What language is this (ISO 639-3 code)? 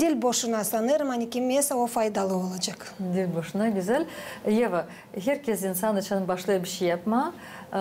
gag